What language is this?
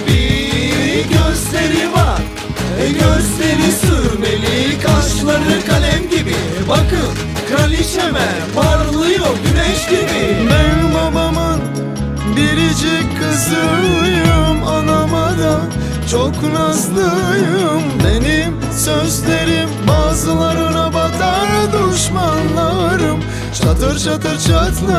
Turkish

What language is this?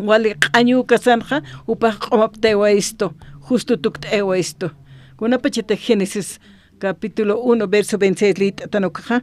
Aymara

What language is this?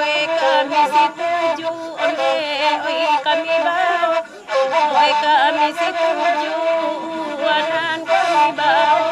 Minangkabau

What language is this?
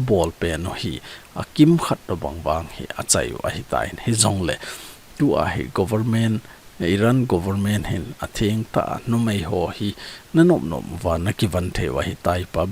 Thado Chin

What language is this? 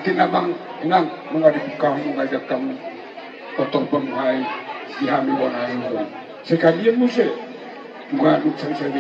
Batak Toba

